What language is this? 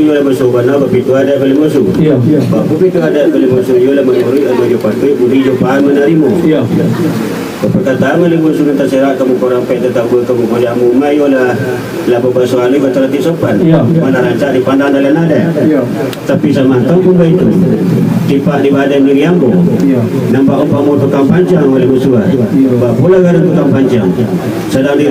Minangkabau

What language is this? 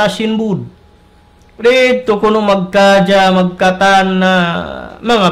Tausug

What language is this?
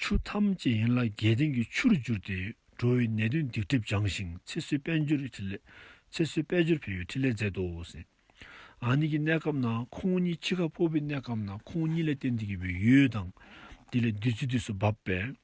Dzongkha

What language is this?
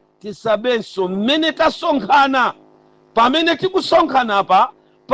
Nyanja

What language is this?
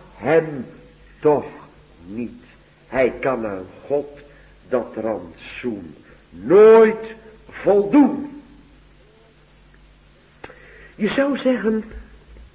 Dutch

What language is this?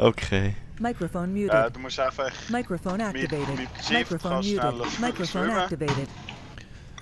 Swiss German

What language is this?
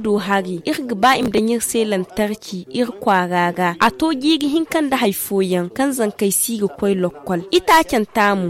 Zarma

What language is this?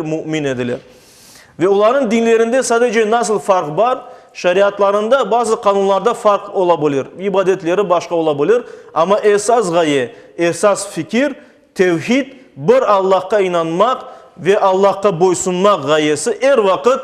Crimean Tatar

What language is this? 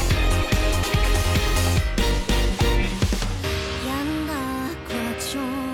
Japanese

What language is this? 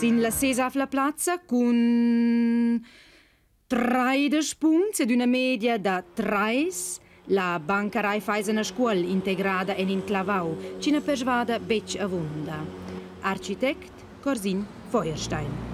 Romansh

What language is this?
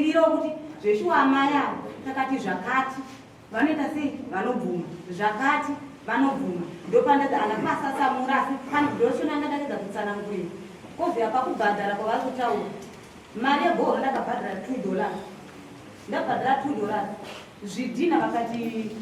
Shona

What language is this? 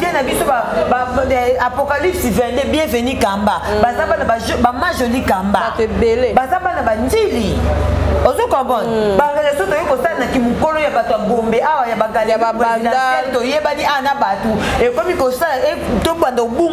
Lingala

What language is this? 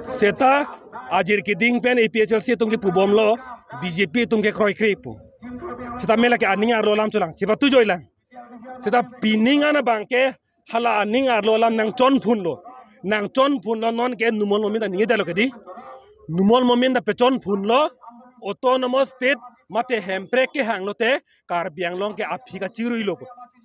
Karbi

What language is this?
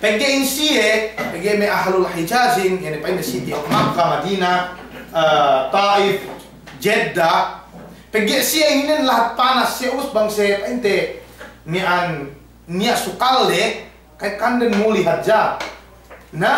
Yakan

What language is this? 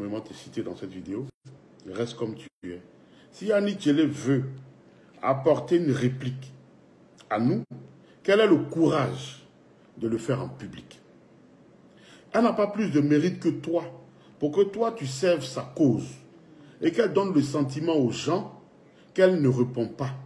French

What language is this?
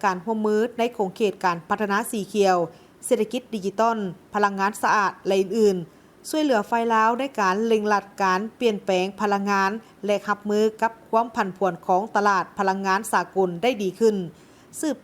Lao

